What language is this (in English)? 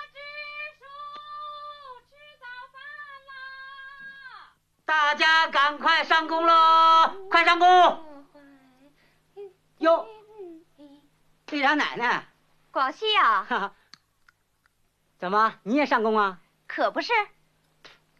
Chinese